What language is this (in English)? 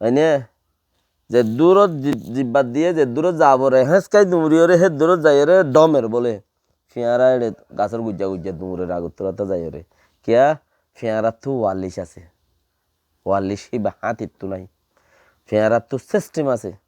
Rohingya